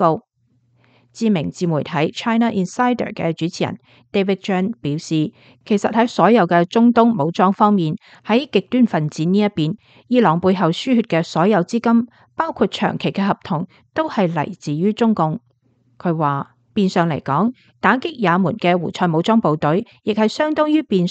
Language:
Cantonese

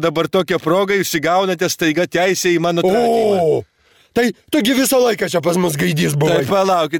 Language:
Lithuanian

